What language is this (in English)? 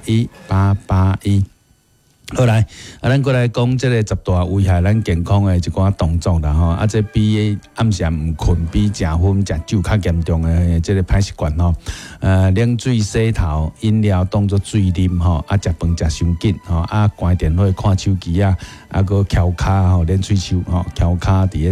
Min Nan Chinese